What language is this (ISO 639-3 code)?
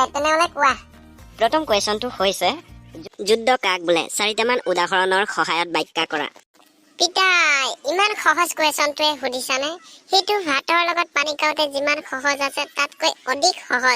asm